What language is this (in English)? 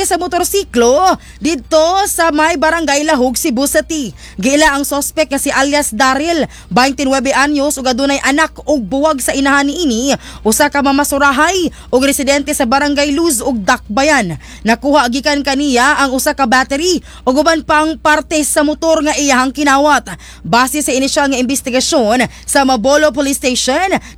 Cebuano